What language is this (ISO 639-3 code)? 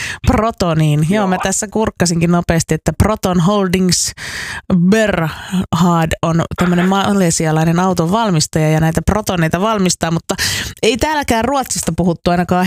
fin